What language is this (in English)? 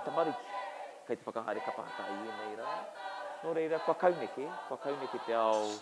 Māori